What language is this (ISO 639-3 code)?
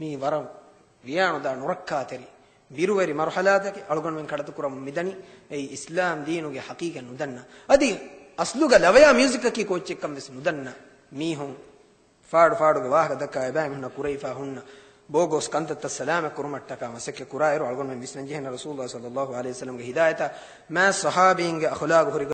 div